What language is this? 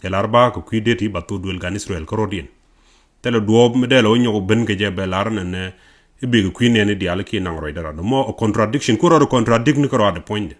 Nuer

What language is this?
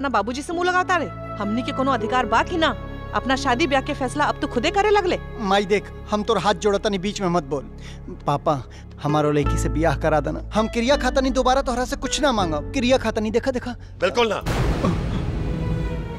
Bhojpuri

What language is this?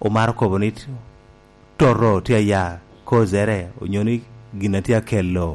Lango (Uganda)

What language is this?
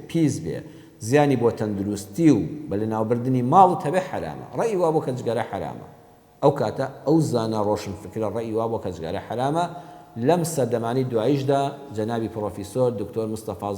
Central Kurdish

